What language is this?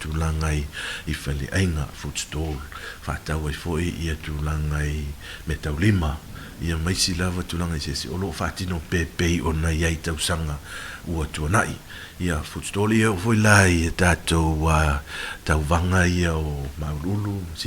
Samoan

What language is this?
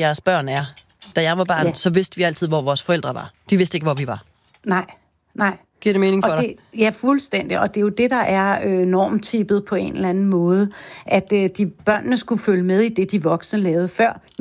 Danish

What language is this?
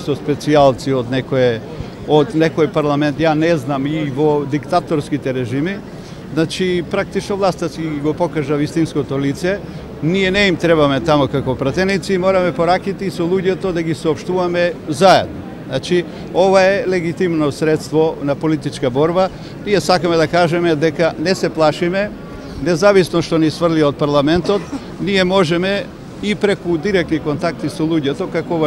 Macedonian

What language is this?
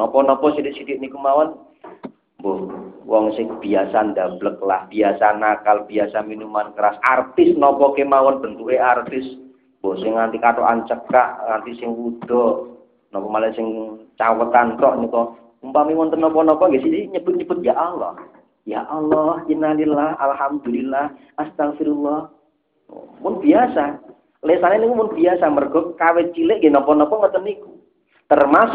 Javanese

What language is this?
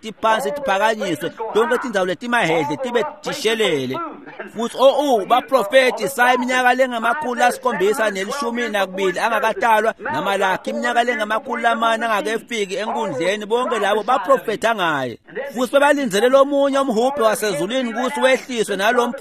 Swati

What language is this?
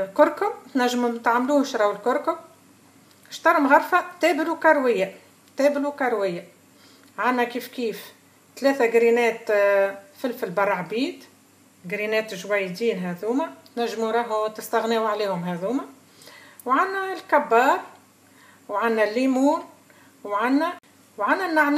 Tunisian Arabic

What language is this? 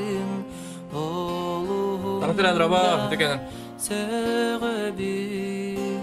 Yakut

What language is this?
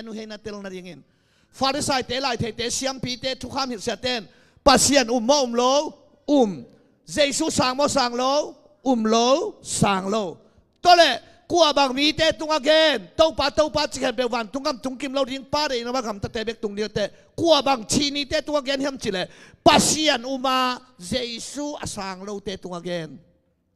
Tedim Chin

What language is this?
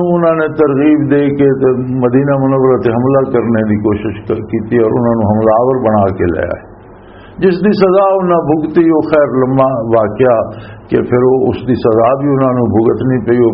Western Panjabi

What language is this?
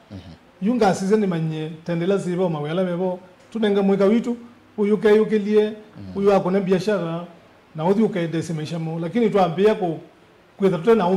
Kamba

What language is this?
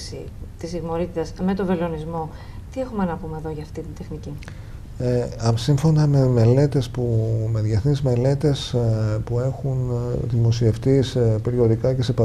Greek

